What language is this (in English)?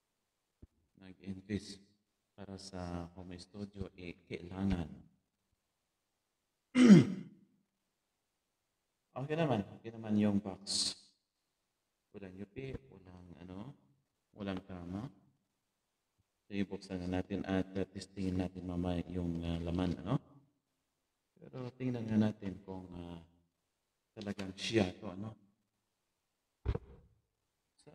Filipino